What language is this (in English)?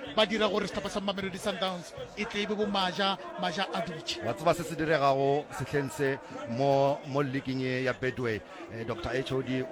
Northern Sotho